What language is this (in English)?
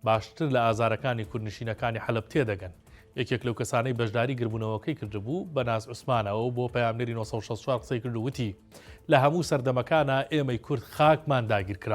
Central Kurdish